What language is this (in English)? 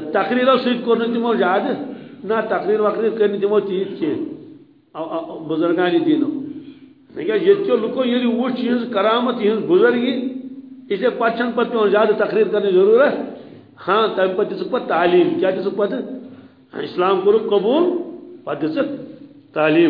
Kashmiri